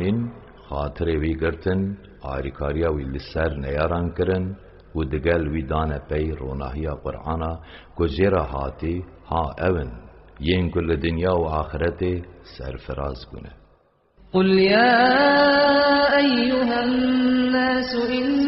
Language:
Kurdish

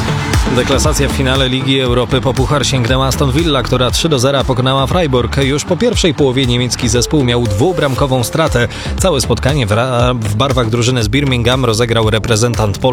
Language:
Polish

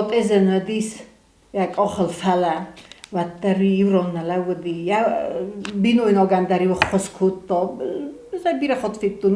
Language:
Ossetic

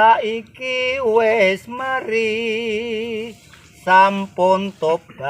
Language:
Javanese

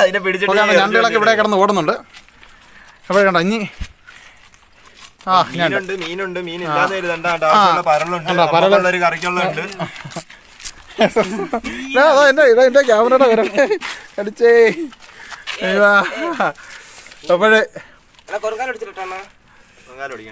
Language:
Malayalam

